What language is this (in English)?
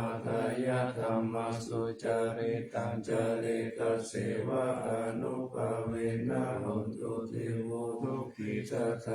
Pali